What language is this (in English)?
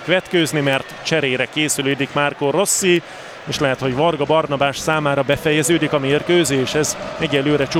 Hungarian